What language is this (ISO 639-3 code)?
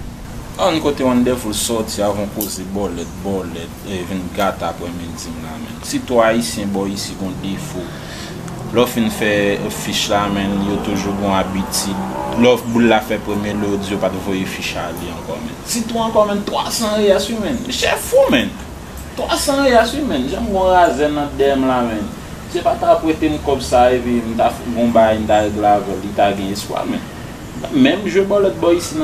hat